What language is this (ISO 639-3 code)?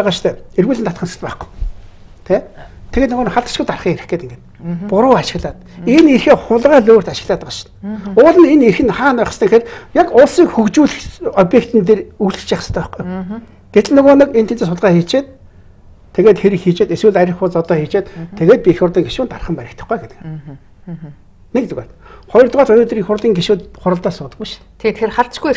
mon